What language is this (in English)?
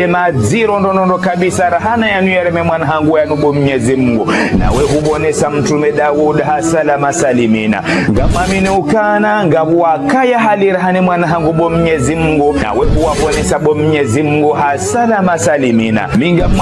Ngazidja Comorian